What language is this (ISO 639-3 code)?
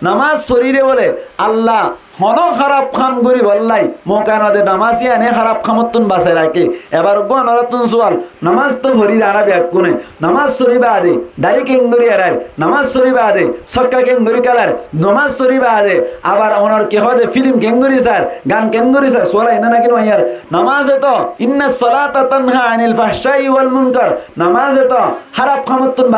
rhg